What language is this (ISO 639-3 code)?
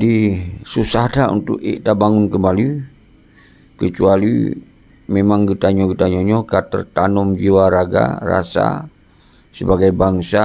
ace